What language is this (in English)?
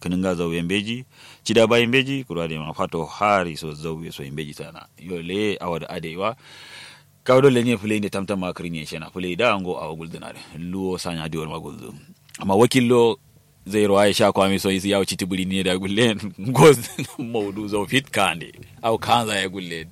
Kanuri